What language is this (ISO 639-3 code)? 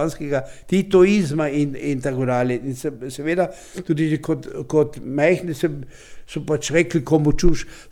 slv